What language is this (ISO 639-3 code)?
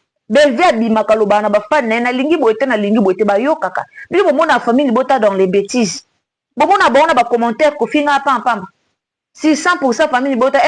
lin